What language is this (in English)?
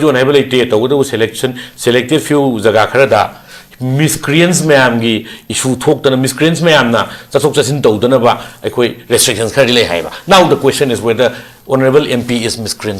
Manipuri